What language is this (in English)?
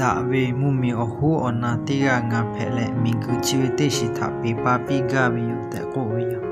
Lahu